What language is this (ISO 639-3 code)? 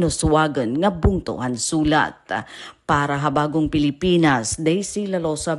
war